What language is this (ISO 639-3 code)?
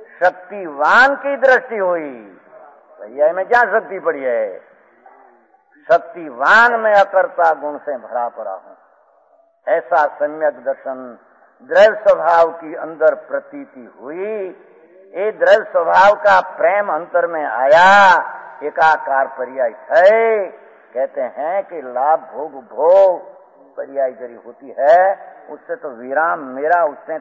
hin